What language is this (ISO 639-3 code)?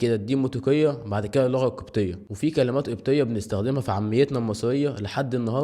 arz